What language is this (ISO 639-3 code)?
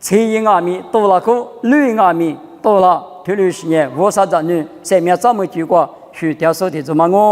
lis